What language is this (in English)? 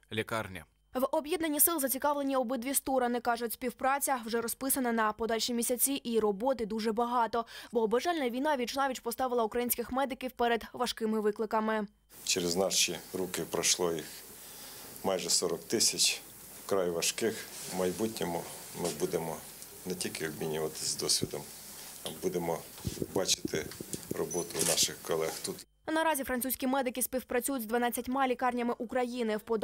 Ukrainian